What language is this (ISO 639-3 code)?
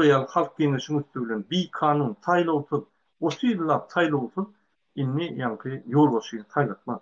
tuk